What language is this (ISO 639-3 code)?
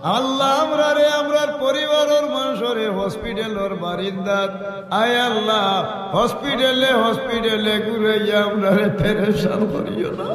syl